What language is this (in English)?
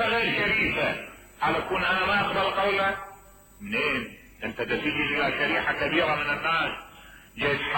Mesopotamian Arabic